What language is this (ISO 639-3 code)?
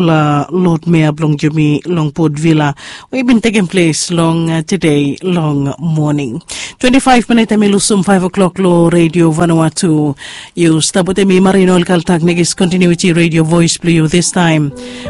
bis